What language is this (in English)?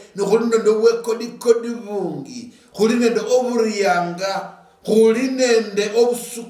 Luyia